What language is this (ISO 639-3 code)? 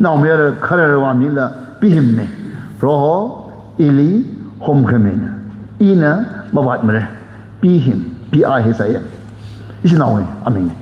nmf